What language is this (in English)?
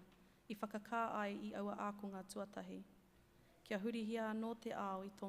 Māori